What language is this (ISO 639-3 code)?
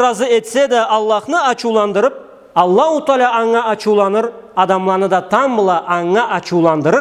krc